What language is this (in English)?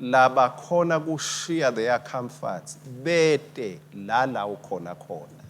Swati